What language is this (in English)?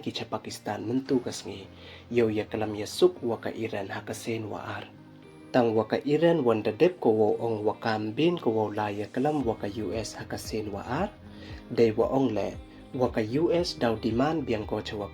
Pnar